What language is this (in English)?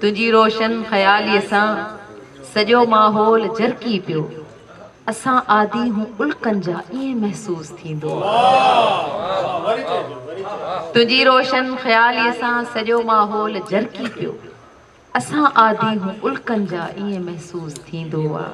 Sindhi